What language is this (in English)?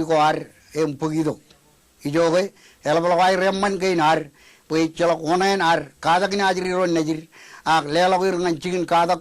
Marshallese